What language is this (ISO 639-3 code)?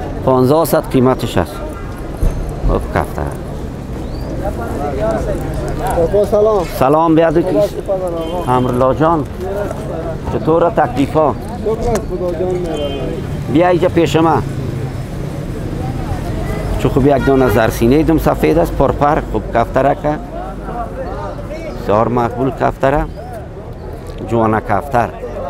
fas